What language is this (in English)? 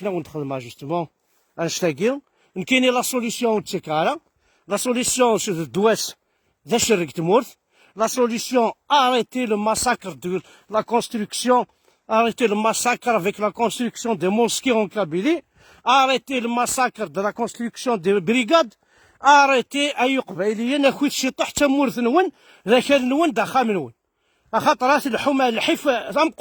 Kabyle